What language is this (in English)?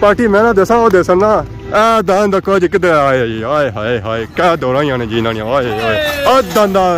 Pahari-Potwari